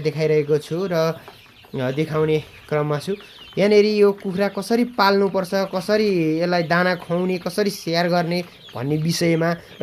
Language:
Nepali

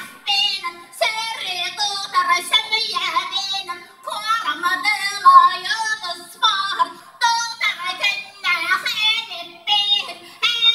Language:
Yakut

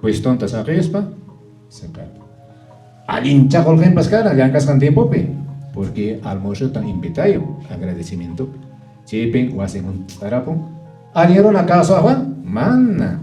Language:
Quechua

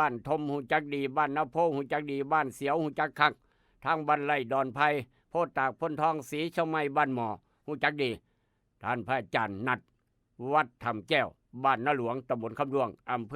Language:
Northeastern Thai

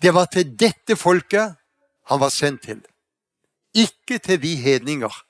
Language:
Faroese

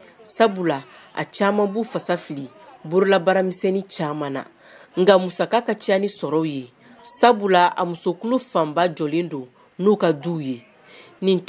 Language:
Bambara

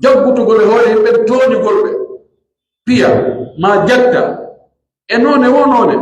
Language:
Pular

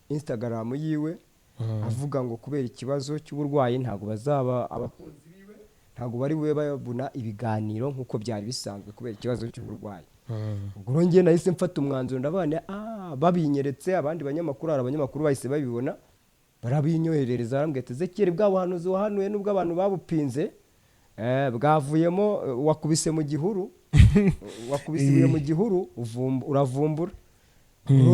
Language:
Kinyarwanda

